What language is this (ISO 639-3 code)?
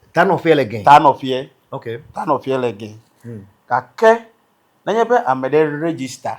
ewe